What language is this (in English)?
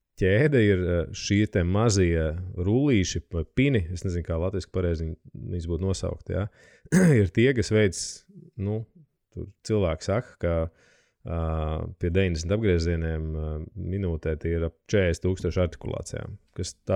Latvian